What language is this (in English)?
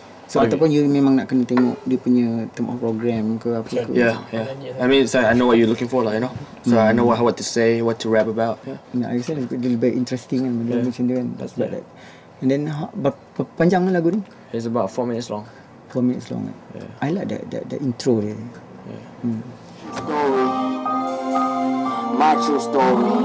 Malay